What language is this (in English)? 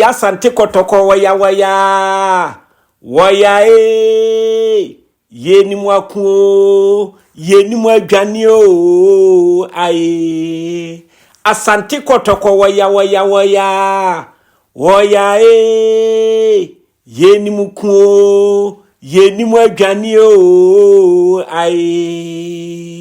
Akan